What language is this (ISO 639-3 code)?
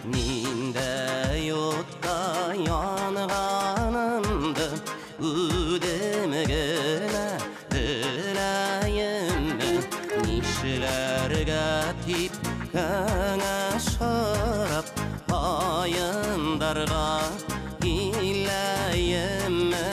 bak